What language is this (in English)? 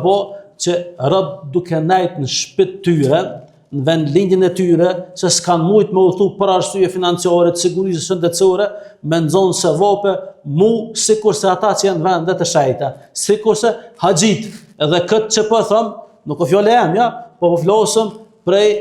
Albanian